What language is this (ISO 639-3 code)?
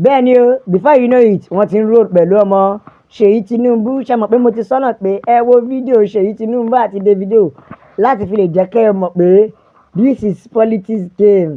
yor